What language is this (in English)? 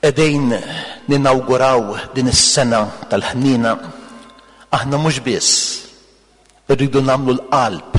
Maltese